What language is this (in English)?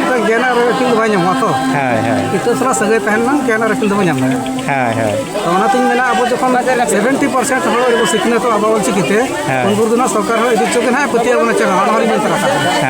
Santali